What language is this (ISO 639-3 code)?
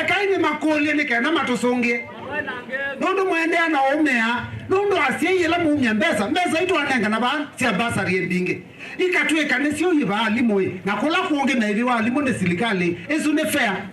kam